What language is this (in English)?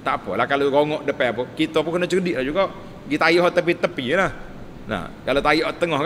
Malay